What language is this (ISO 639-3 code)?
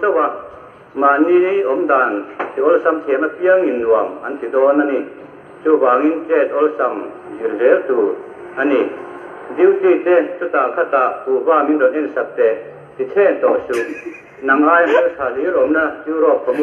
lus